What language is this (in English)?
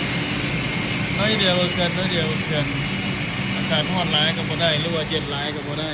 Lao